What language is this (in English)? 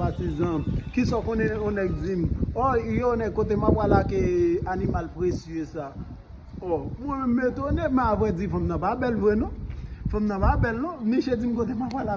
Haitian Creole